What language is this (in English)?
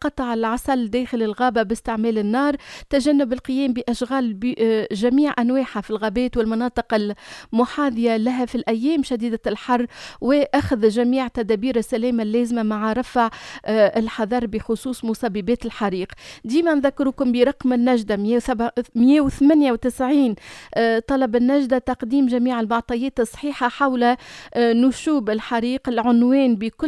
Tunisian Arabic